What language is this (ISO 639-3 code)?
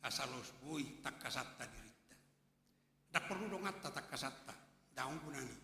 bbc